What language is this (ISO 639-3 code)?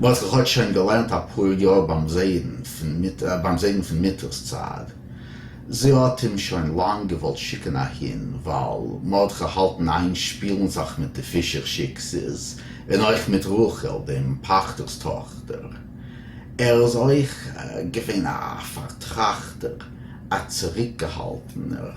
yid